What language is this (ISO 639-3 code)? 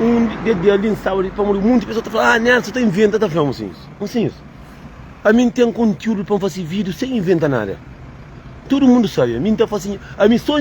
kea